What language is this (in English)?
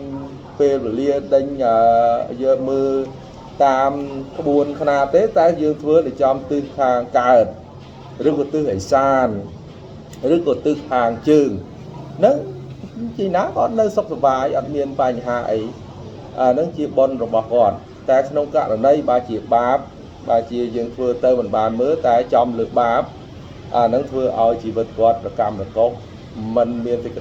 Khmer